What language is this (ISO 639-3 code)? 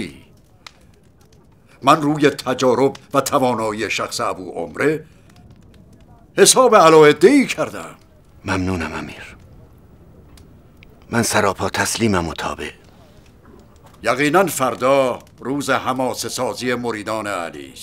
fas